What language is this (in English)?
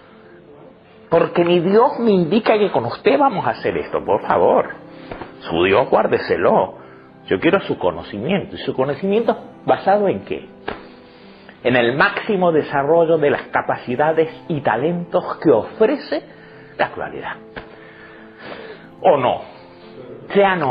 Spanish